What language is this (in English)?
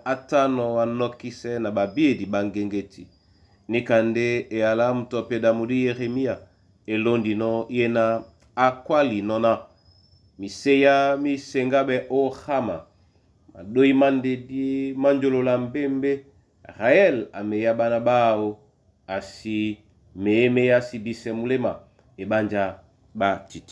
Duala